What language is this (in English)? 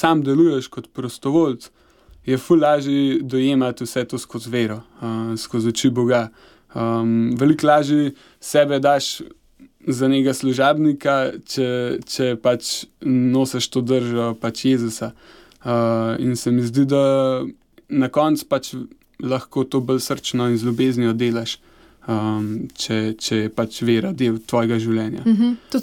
Slovenian